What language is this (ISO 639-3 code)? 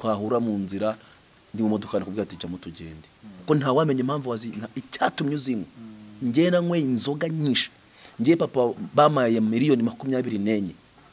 kin